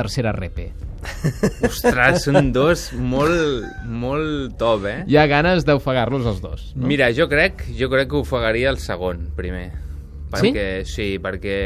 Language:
Catalan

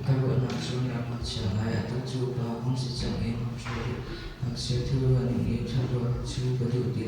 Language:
Hakha Chin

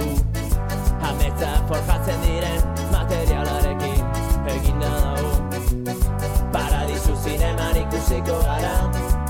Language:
Basque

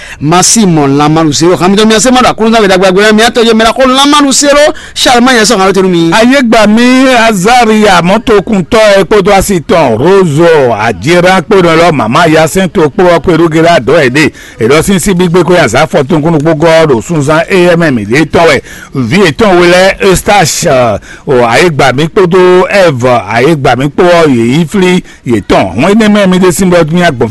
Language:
Fon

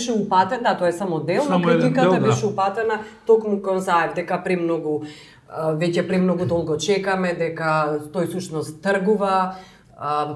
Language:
Macedonian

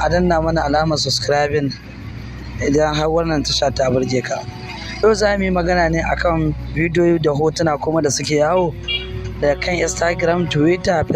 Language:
Hausa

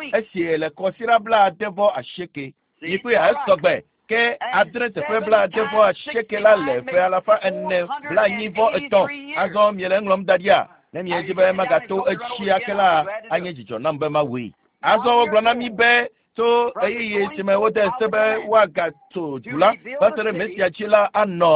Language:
Ewe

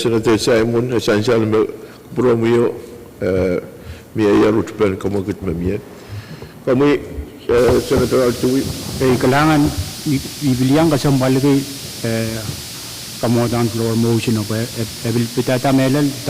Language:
Pohnpeian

